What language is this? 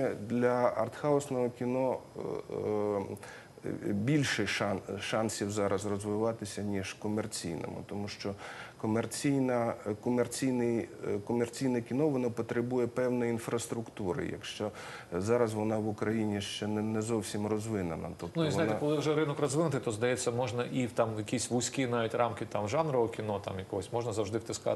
Ukrainian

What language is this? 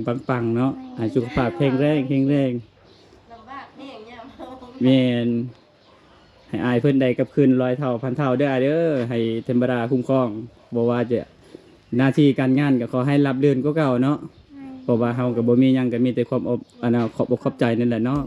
Lao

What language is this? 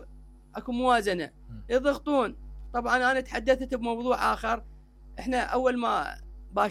Mesopotamian Arabic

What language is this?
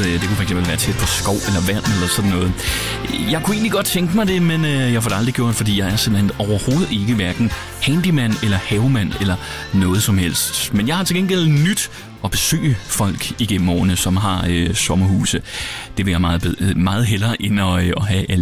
Danish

